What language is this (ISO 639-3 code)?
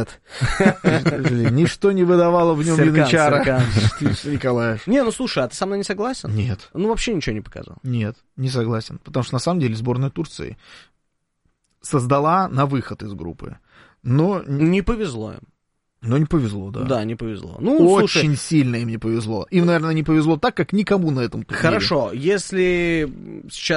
rus